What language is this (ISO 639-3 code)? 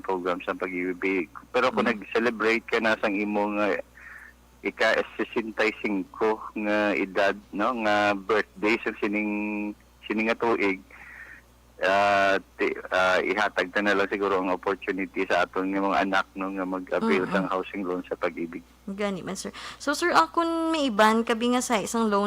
hil